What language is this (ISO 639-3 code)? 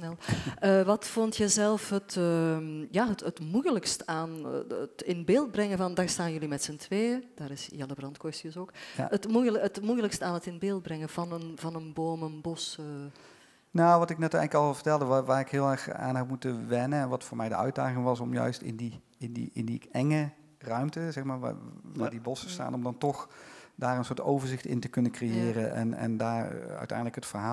nld